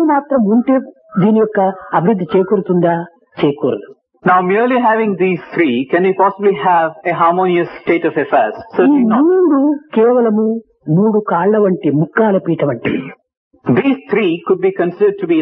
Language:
Telugu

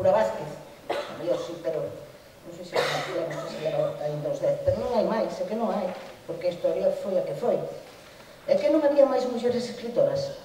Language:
Galician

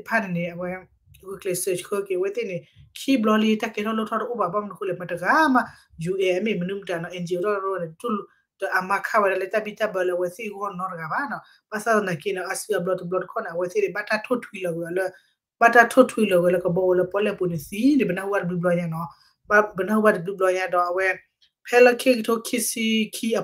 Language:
S'gaw Karen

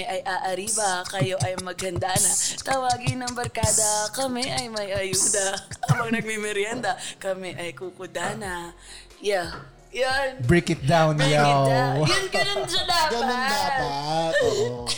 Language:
Filipino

